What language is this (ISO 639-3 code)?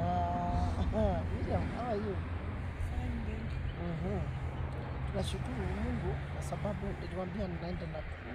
swa